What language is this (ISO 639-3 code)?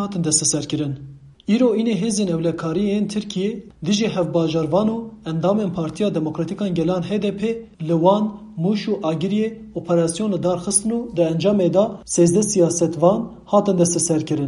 kur